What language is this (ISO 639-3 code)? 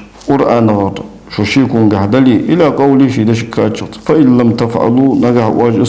inh